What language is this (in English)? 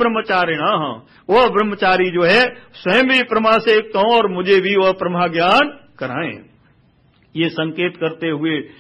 Hindi